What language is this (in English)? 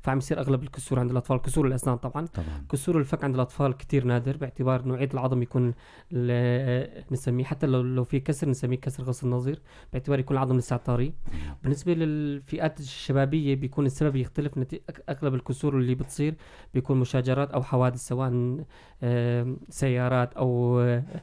North Levantine Arabic